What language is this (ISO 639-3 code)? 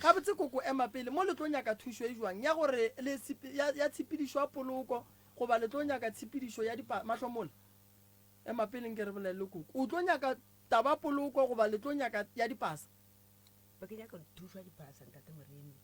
nso